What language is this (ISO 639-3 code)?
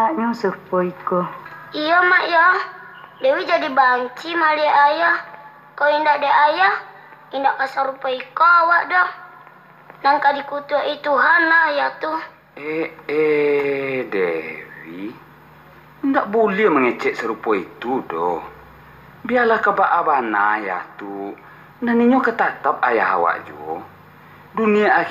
min